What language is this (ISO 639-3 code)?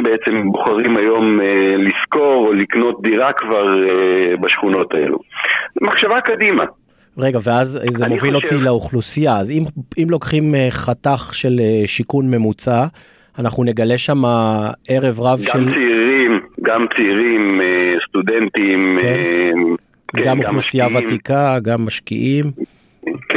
heb